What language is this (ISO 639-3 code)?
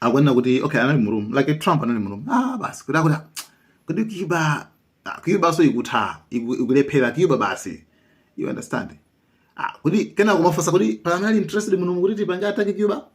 nya